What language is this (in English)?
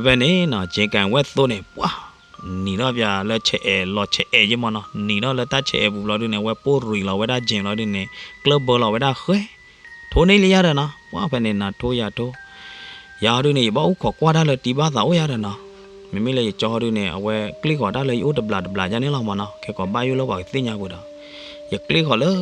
S'gaw Karen